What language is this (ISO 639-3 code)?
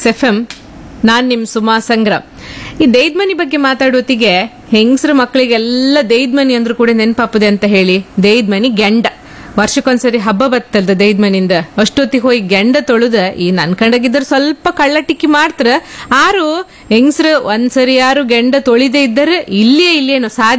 kan